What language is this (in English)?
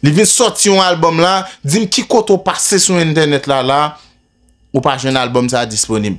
Haitian Creole